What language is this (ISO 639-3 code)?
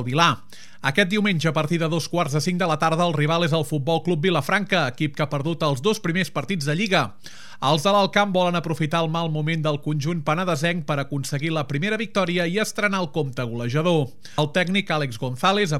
cat